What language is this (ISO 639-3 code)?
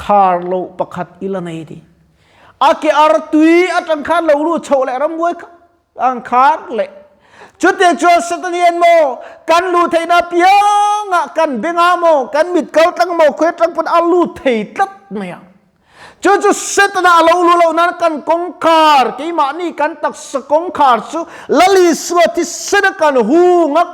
lus